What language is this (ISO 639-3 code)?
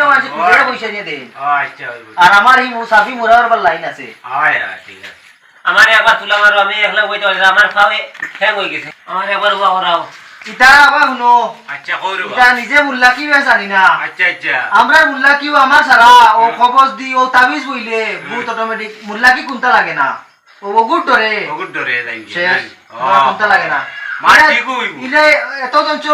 syl